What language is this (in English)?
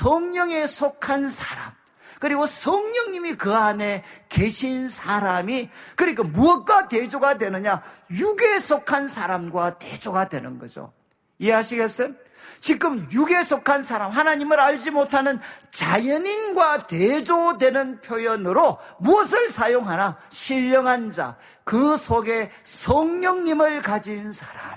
Korean